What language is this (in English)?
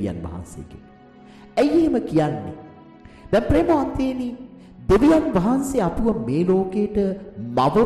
Sinhala